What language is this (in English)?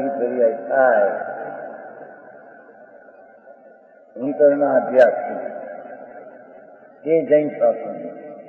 Gujarati